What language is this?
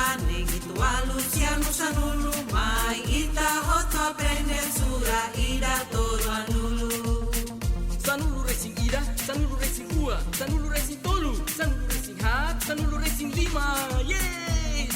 Tetum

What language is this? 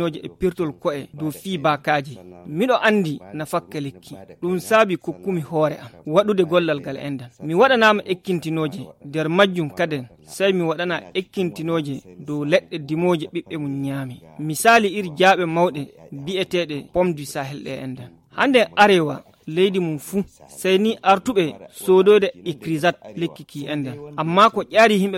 Fula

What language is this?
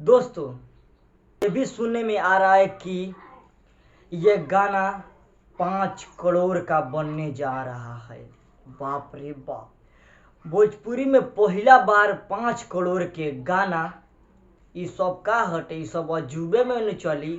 Bhojpuri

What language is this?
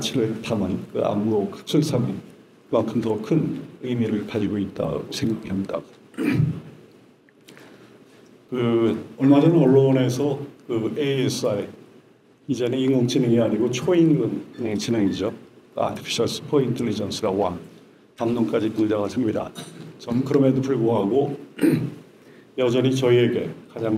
Korean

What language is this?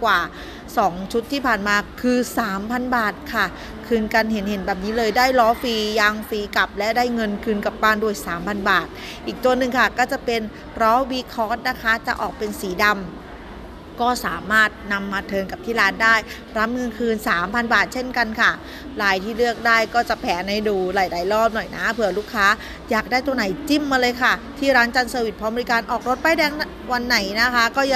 Thai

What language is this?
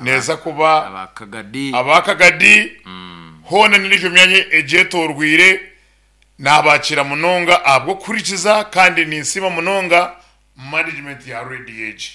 Nyankole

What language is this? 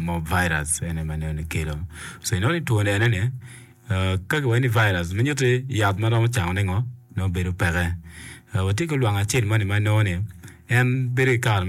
Acoli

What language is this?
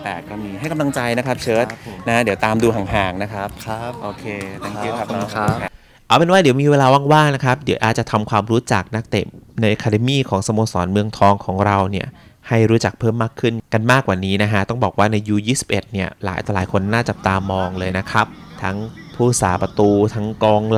Thai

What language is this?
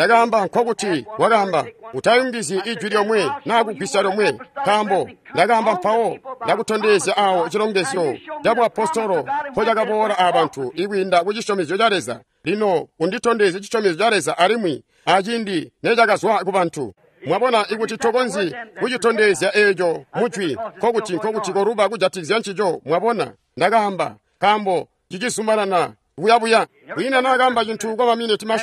Tonga (Zambia)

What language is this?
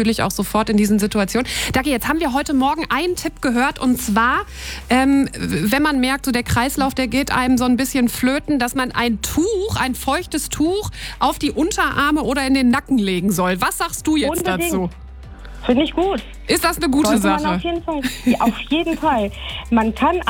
German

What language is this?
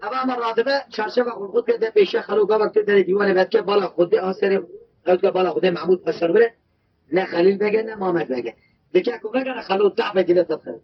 Kurdish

